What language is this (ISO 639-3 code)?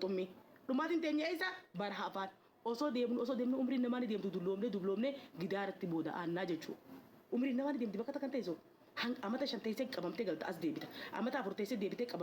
orm